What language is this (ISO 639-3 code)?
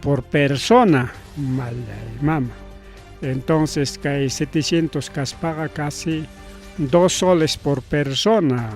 quy